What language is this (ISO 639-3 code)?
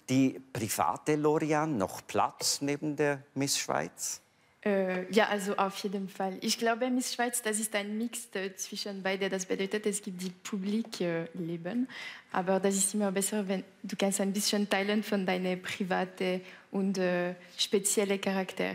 gsw